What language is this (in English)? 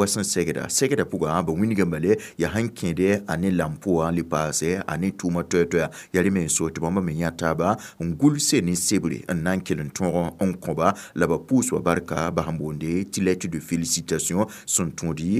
Mossi